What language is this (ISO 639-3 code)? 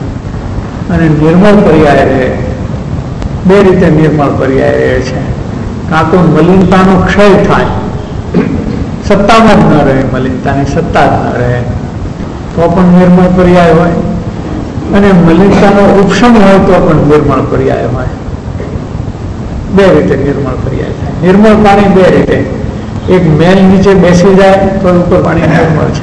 guj